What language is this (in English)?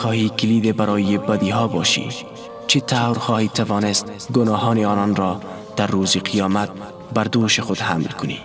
Persian